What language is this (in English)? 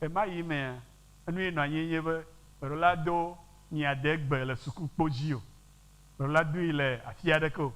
Ewe